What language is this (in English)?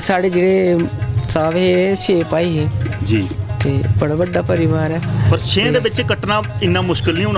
Dogri